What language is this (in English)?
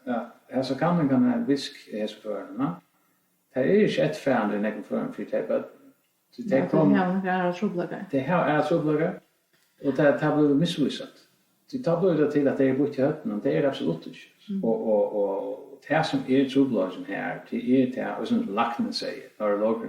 Faroese